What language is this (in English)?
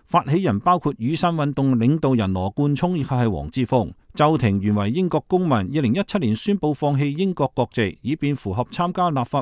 Cantonese